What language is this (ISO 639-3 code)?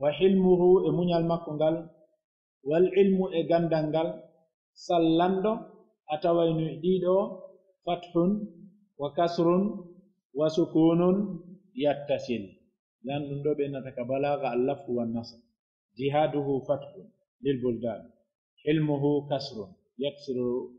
fuf